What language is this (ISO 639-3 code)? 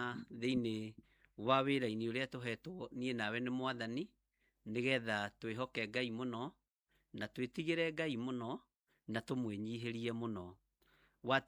kik